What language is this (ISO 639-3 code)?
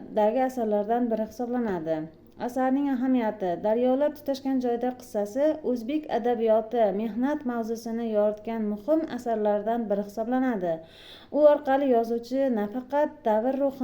uzb